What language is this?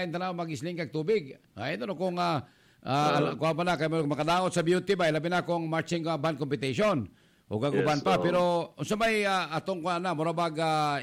Cebuano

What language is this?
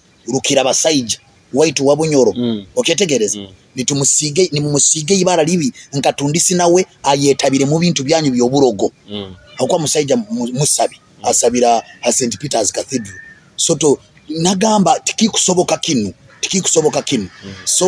Nyoro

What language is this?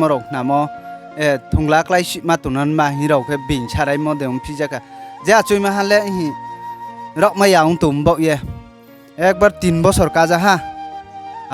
Riang (India)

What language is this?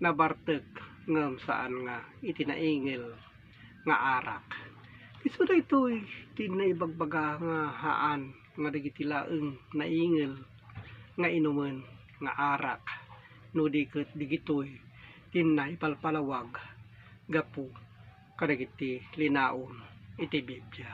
Iloko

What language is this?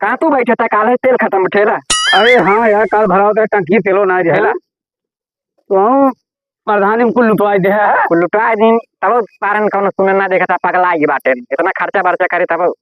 Awadhi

